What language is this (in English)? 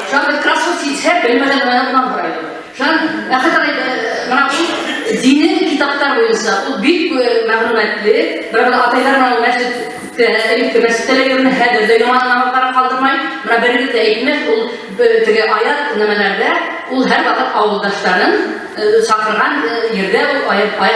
Bashkir